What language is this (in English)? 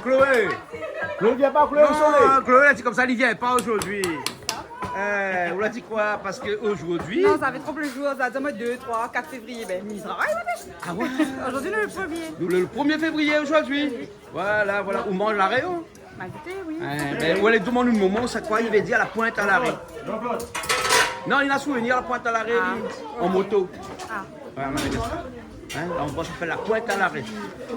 Réunion Creole French